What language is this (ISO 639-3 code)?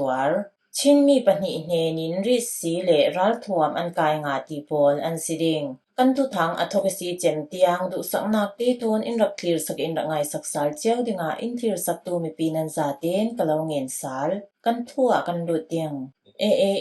cfm